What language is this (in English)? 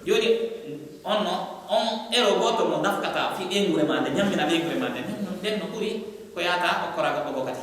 Pular